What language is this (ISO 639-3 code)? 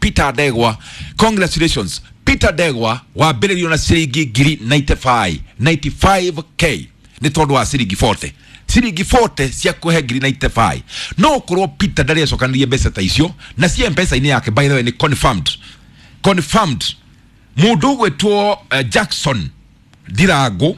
kik